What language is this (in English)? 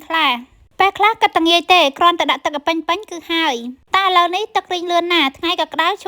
Khmer